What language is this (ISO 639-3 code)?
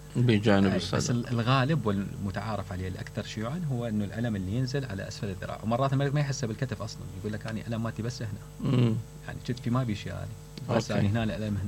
acm